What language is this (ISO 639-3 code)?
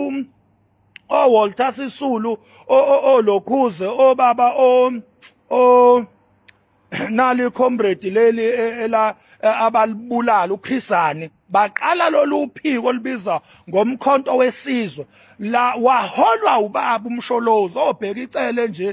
zul